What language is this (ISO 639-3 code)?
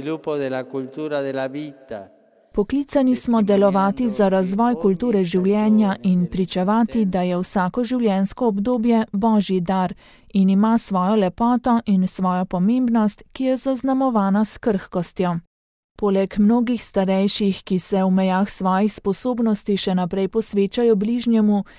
slv